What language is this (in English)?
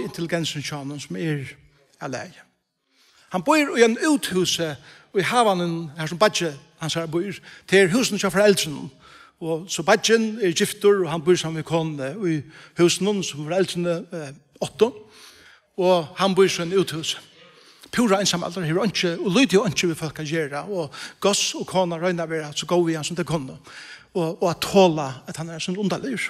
Faroese